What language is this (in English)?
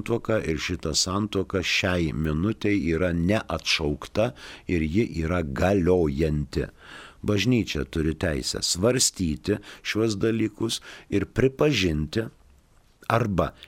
Lithuanian